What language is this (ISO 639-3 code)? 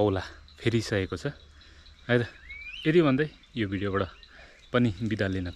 nep